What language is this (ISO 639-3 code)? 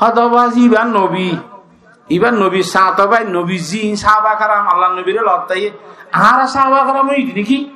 rhg